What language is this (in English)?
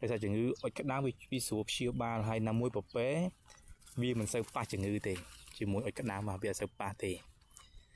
Khmer